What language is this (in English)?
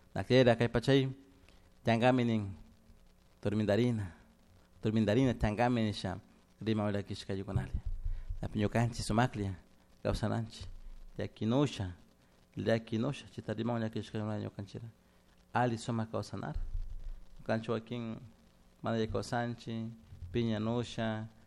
Chimborazo Highland Quichua